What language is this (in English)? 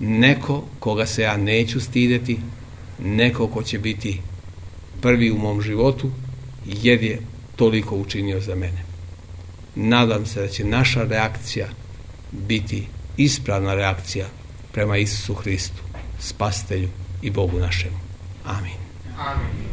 Serbian